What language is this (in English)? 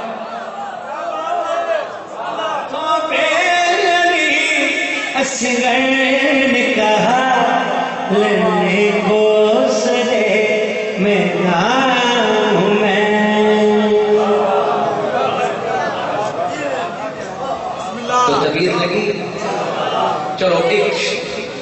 Urdu